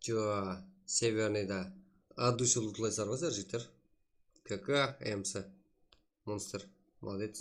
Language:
Kara-Kalpak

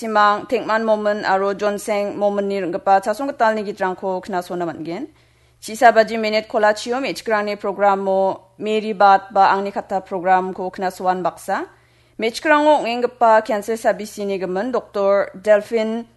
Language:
Garo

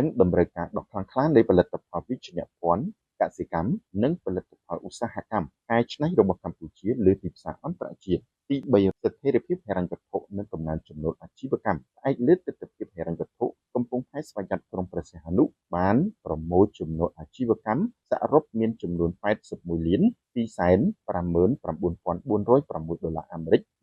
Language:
Khmer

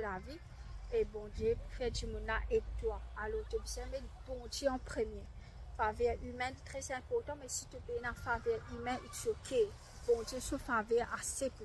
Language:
Morisyen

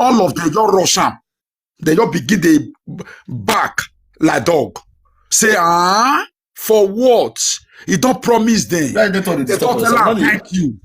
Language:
Nigerian Pidgin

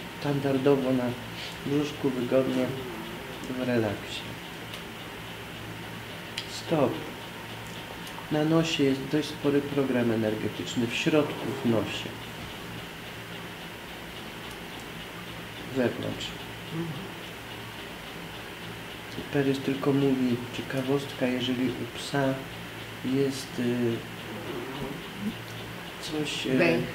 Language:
Polish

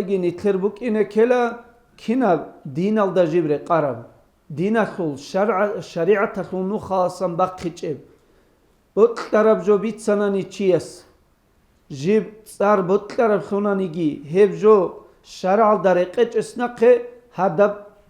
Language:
Avaric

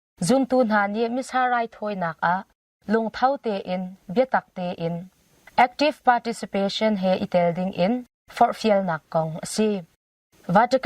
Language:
Hakha Chin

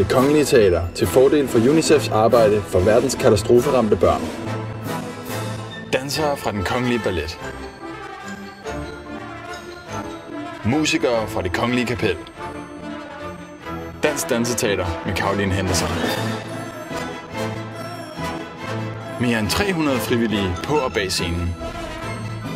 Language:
Danish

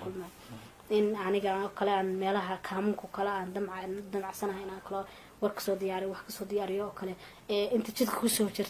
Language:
Somali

